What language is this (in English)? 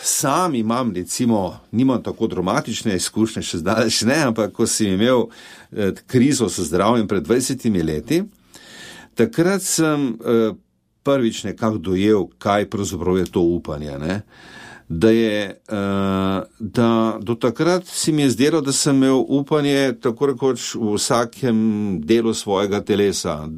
Slovenian